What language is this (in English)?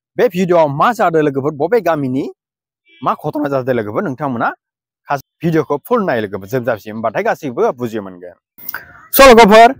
Bodo